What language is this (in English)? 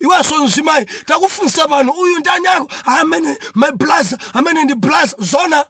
Nyanja